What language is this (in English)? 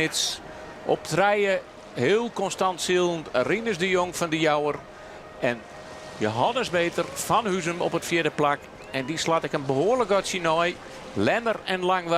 Western Frisian